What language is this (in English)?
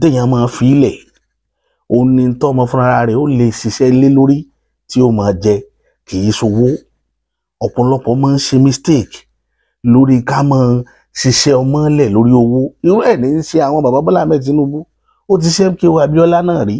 Yoruba